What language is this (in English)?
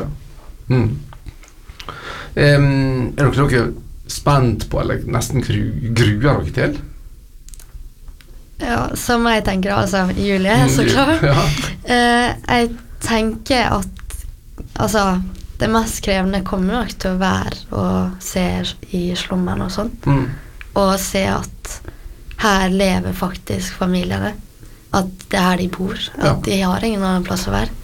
Norwegian